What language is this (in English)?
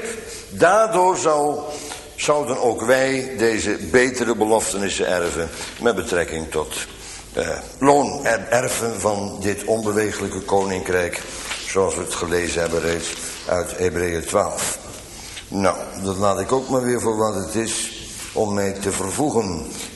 Dutch